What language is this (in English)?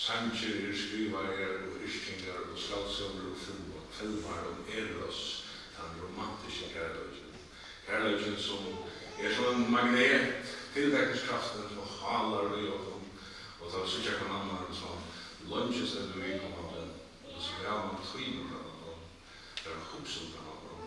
Faroese